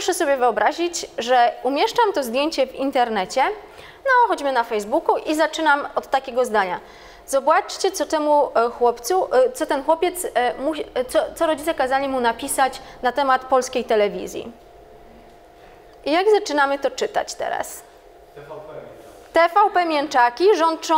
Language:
Polish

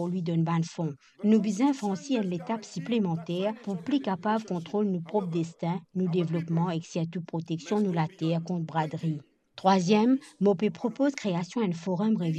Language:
Morisyen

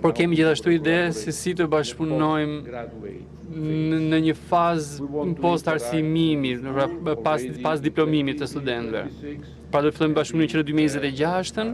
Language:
Albanian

